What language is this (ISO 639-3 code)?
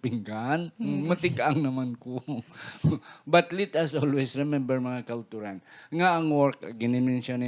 hil